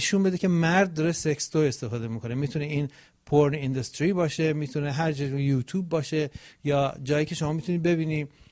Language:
Persian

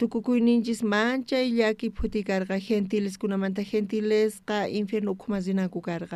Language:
South Bolivian Quechua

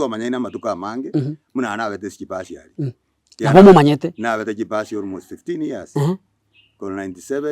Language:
Gusii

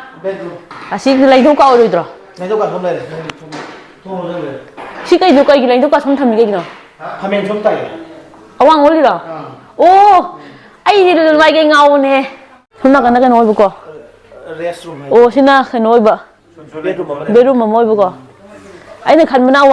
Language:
Manipuri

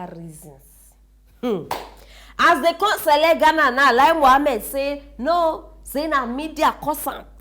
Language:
Nigerian Pidgin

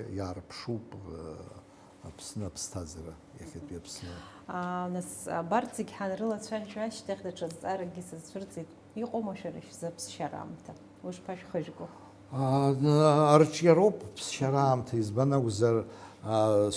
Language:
Abkhazian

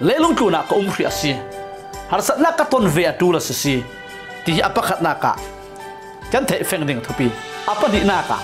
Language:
Falam Chin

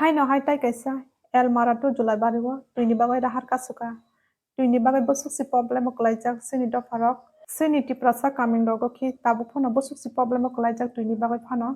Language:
Kok Borok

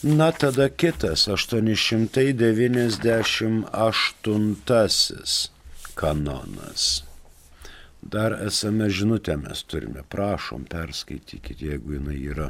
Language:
Lithuanian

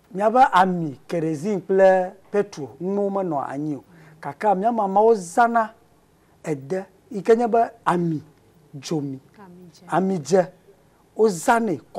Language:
Ewe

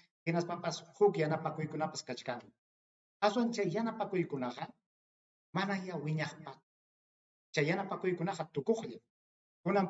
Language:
Ayacucho Quechua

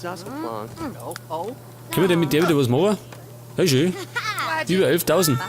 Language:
Bavarian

